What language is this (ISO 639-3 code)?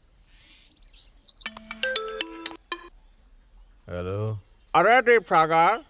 bho